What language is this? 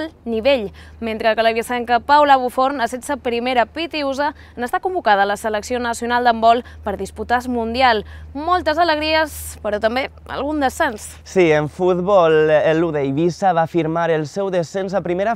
Catalan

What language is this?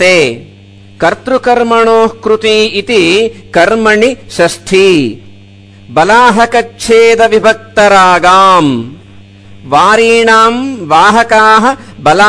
Sanskrit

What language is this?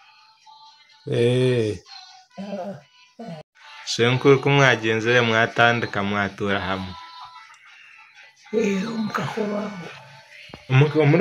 Kinyarwanda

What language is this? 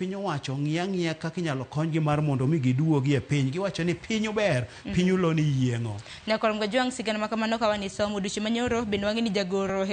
Luo (Kenya and Tanzania)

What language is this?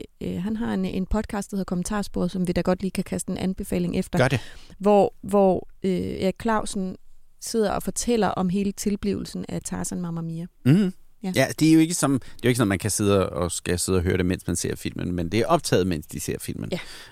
Danish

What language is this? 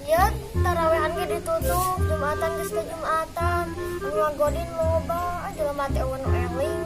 Sundanese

